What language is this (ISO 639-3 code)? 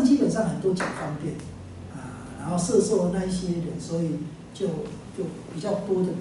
zho